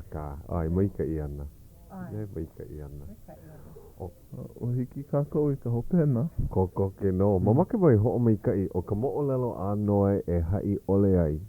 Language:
Hawaiian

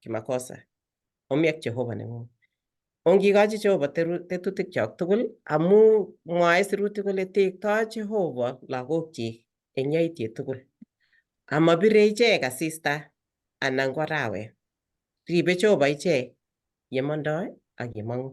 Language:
Kalenjin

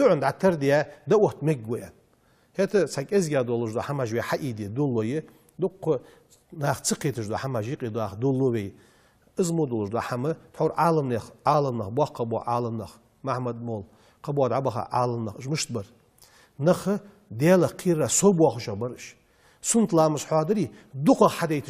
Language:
Ingush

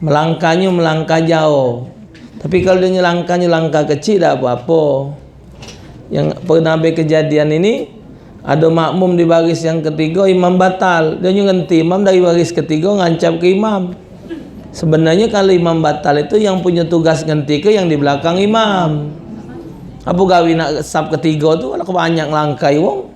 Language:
Musi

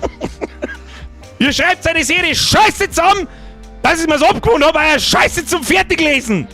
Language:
Bavarian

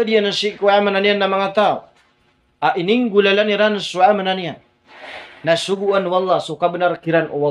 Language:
Maranao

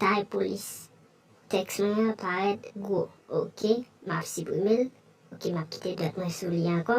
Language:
Haitian Creole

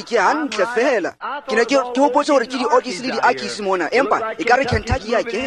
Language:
Tswana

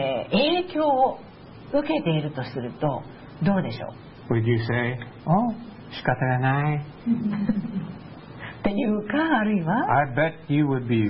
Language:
Japanese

